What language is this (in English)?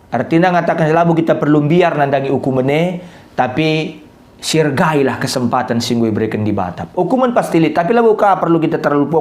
Batak Karo